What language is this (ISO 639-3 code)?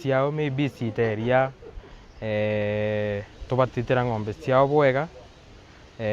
mer